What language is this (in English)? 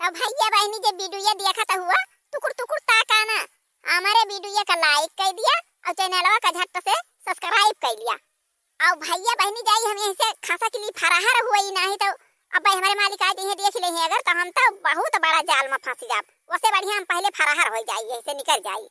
Awadhi